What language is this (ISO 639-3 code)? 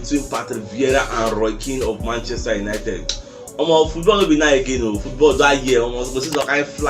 pcm